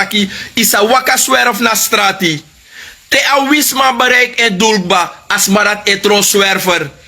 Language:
Sranan Tongo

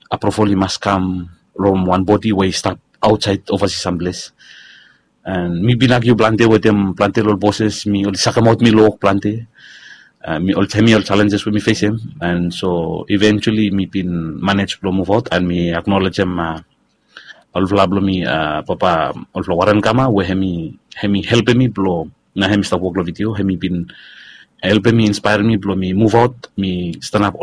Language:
Bislama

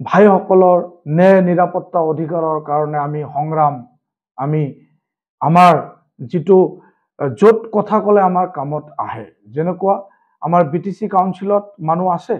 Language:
Assamese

